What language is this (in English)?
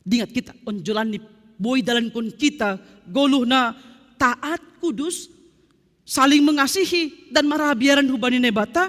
Batak Simalungun